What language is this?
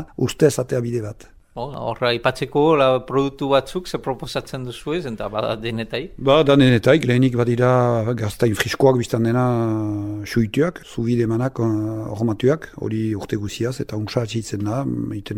Basque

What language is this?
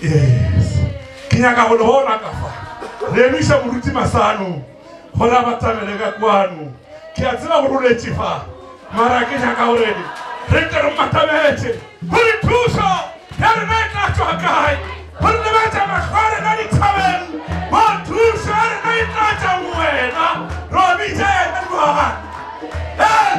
Northern Sotho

